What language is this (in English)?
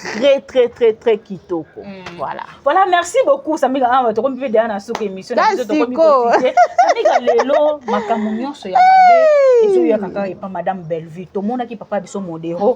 Lingala